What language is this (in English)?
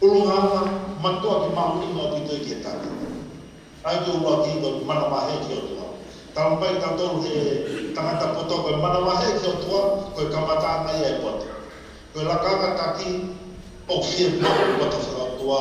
Tongan